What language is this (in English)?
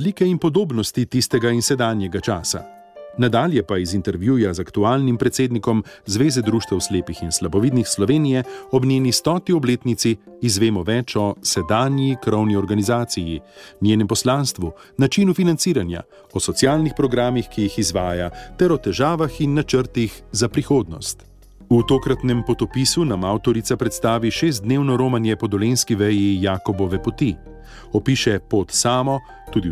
Slovenian